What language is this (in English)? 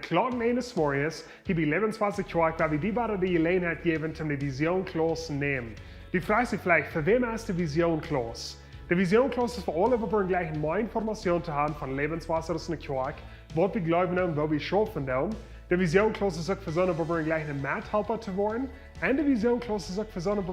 Plautdietsch